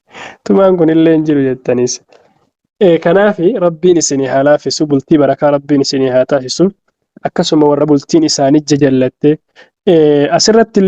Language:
Oromo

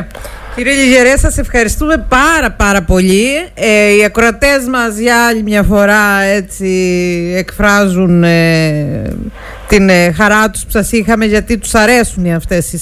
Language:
Greek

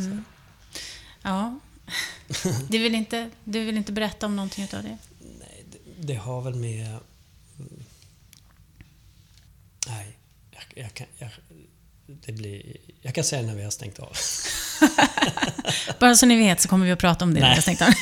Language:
Swedish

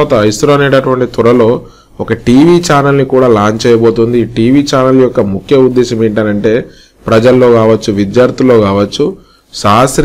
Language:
Telugu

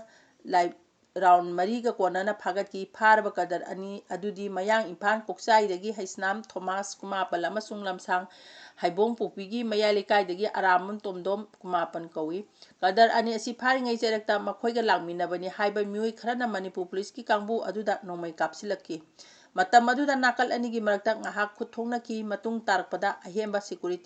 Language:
Manipuri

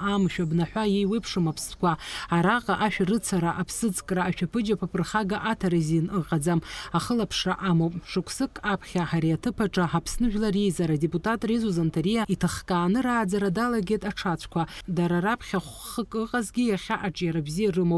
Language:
Abkhazian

